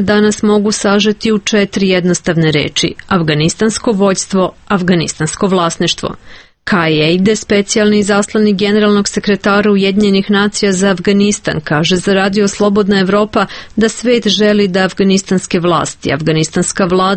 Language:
Serbian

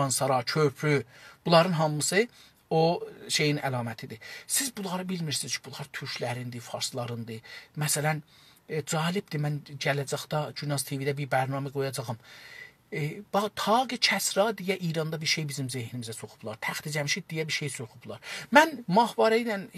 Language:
South Azerbaijani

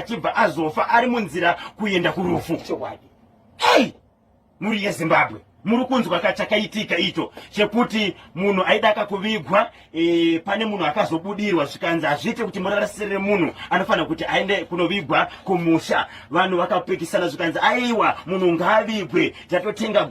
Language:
Shona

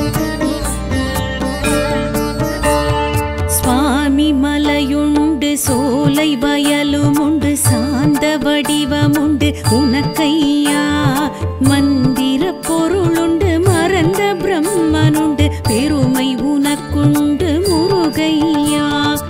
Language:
Tamil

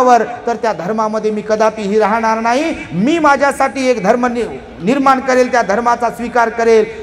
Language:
Marathi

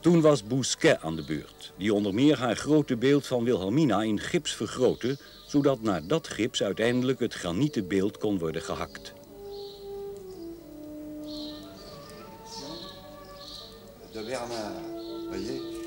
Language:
Dutch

